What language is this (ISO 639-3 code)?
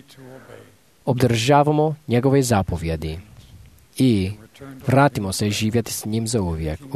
hrv